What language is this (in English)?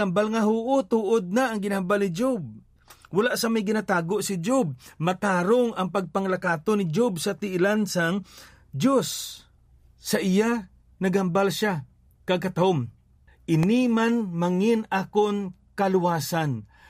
Hiligaynon